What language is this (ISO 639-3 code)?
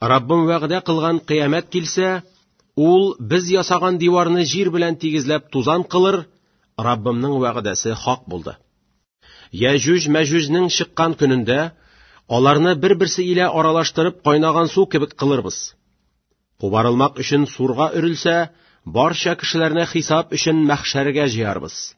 tat